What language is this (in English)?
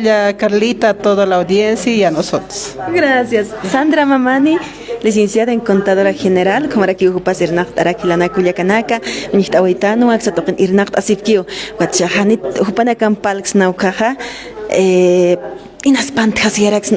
Aymara